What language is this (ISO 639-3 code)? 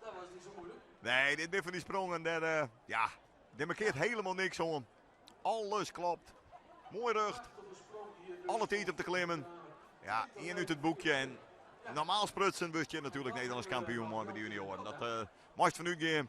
fry